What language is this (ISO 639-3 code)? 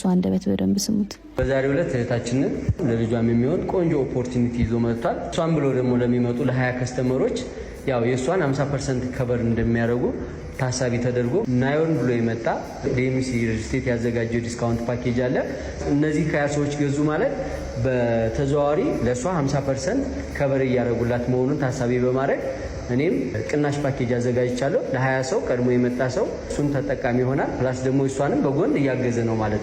amh